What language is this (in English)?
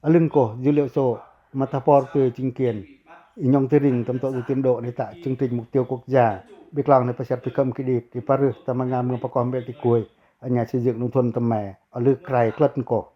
Pacoh